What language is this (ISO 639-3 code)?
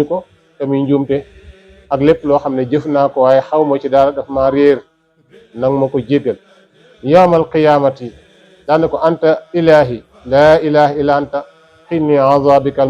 wol